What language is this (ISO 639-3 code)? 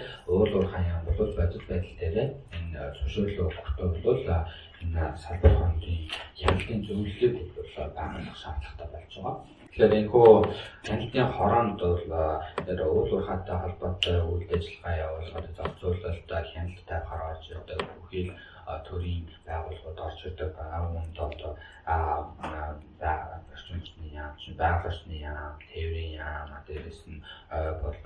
mon